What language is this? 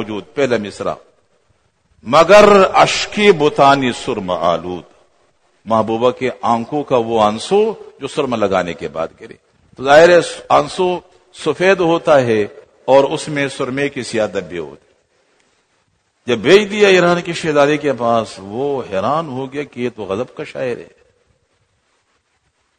Urdu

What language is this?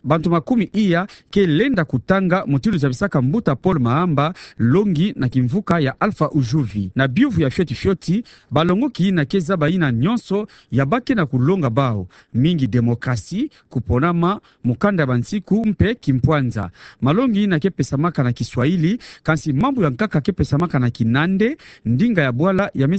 Kituba (Democratic Republic of Congo)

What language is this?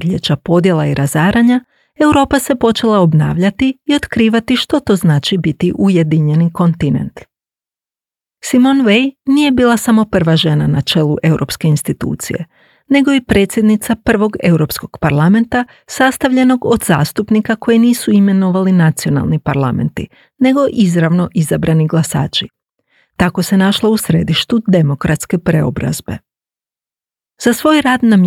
Croatian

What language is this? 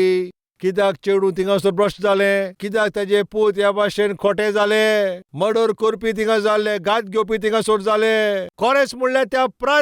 Konkani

